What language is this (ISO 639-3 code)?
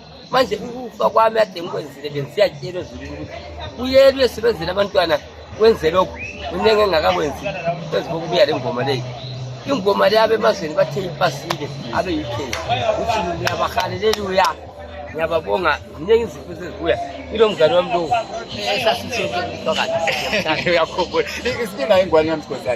zul